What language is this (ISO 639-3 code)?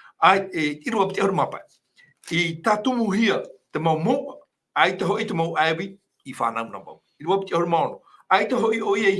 tah